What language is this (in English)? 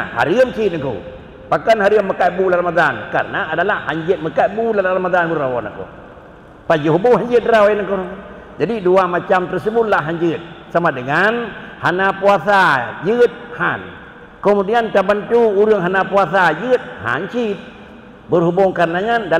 Achinese